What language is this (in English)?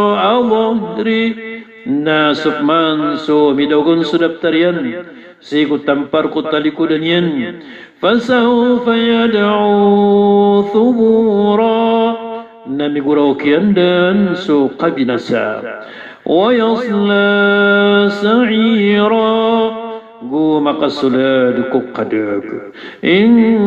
Maranao